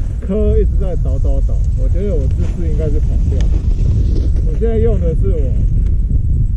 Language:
Chinese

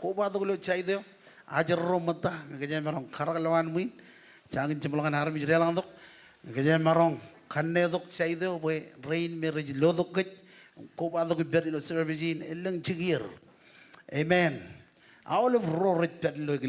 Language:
Marshallese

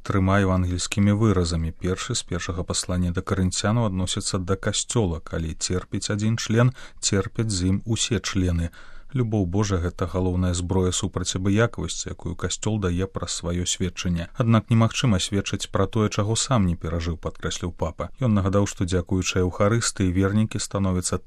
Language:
Belarusian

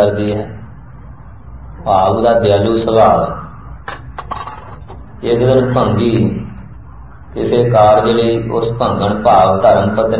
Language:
Punjabi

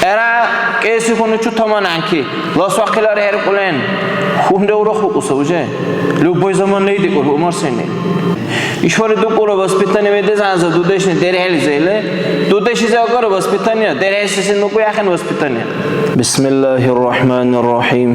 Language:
Dargwa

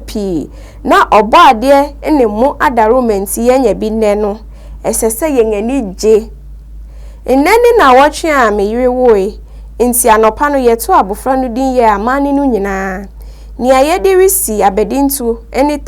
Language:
Akan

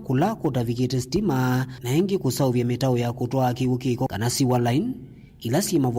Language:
Kamba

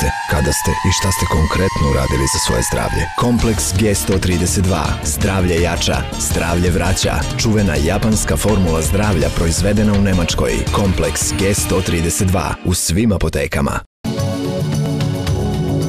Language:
Serbian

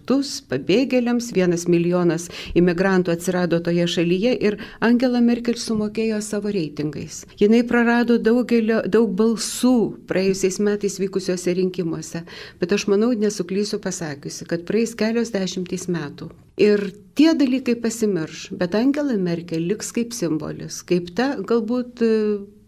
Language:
Lithuanian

